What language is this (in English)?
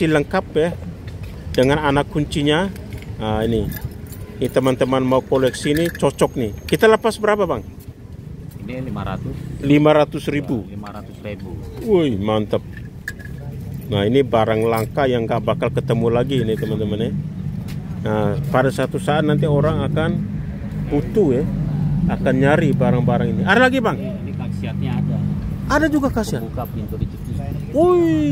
Indonesian